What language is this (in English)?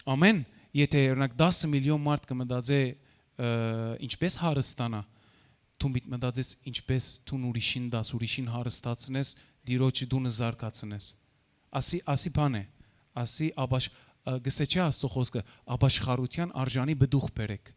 Western Armenian